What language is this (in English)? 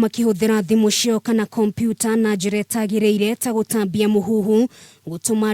Kikuyu